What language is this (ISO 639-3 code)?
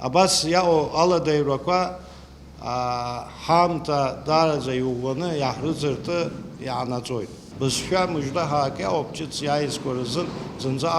abk